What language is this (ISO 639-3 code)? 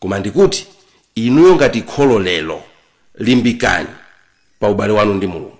nya